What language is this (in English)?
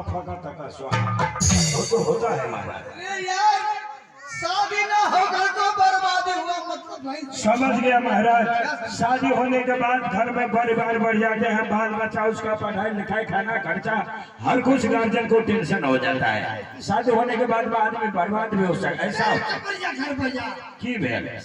Maithili